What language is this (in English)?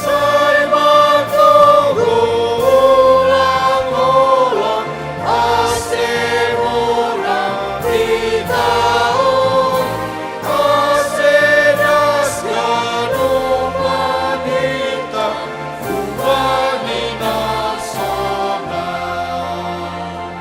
Batak Simalungun